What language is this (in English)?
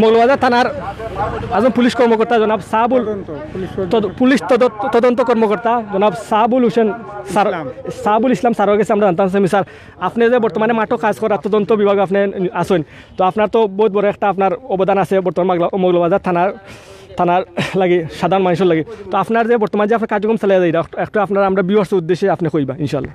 Sylheti